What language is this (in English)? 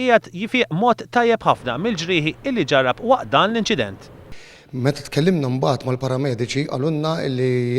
Maltese